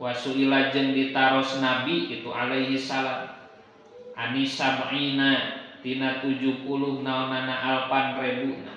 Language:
Sundanese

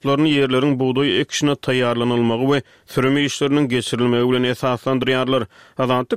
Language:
Turkmen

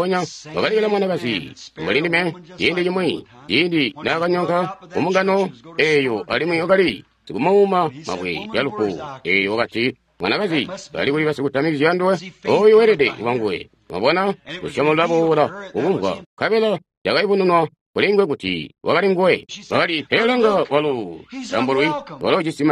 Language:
Tonga (Zambia)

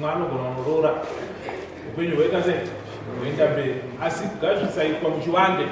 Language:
Shona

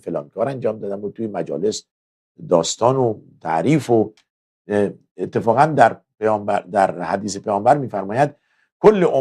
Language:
Persian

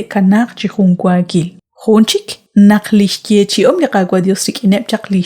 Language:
Kekchí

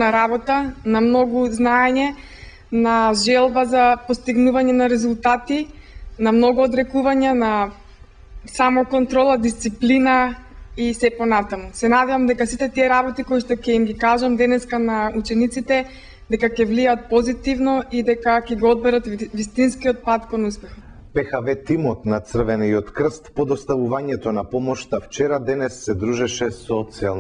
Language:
Macedonian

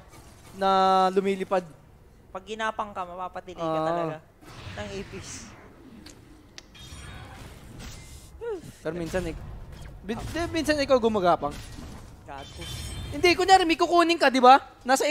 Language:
Filipino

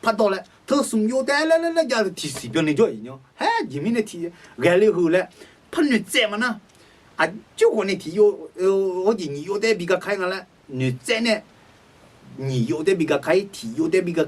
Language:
Akha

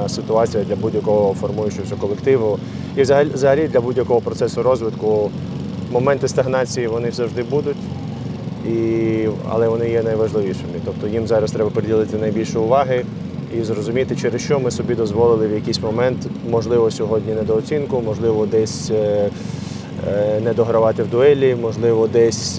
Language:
Ukrainian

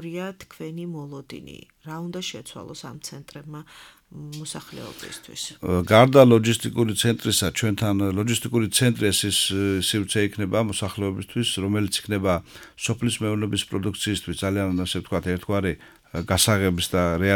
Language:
Georgian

